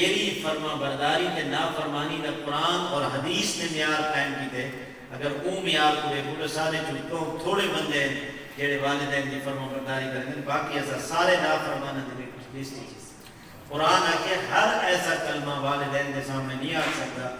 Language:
Saraiki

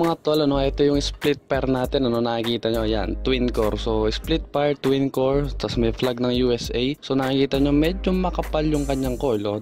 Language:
Filipino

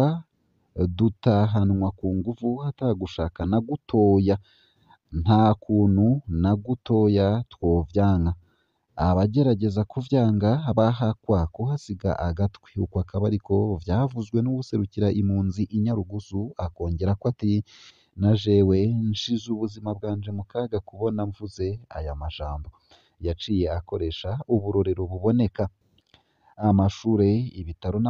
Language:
Rundi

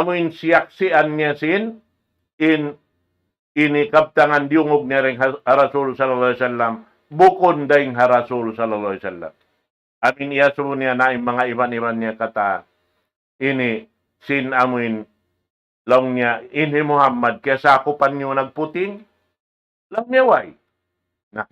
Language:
Tausug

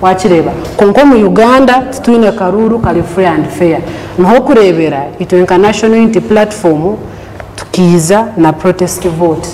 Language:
Nyankole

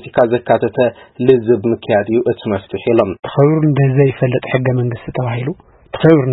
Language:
Tigrinya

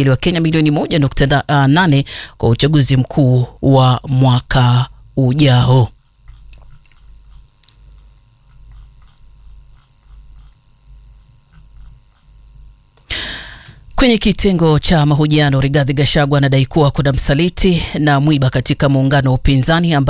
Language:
Swahili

